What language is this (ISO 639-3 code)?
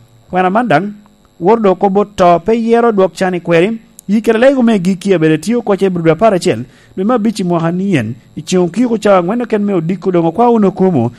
laj